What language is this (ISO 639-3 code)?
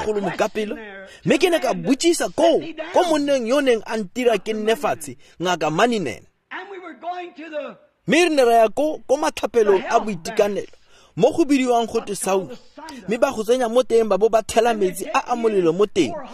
tsn